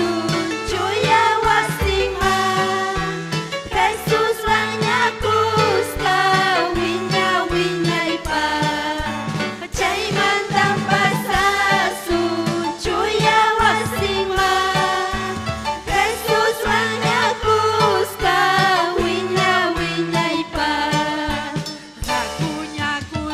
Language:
Ayacucho Quechua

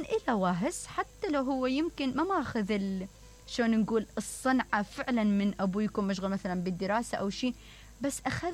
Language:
Mesopotamian Arabic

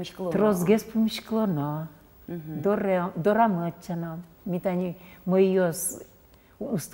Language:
Udmurt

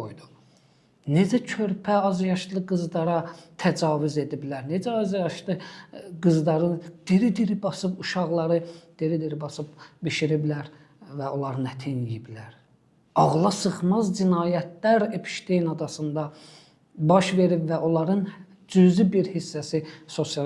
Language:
Azerbaijani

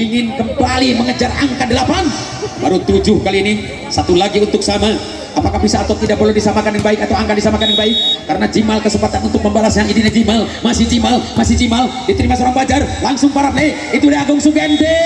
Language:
Indonesian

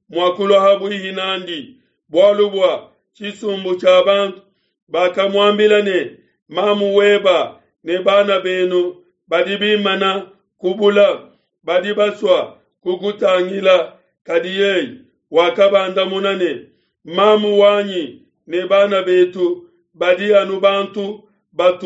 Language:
Luba-Lulua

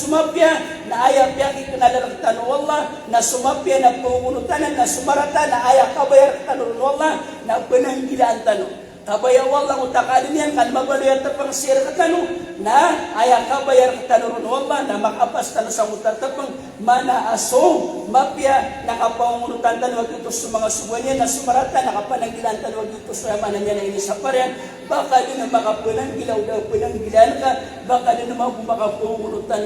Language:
Maranao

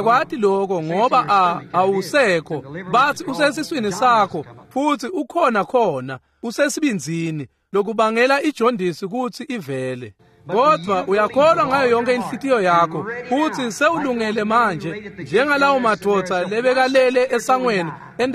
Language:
Swati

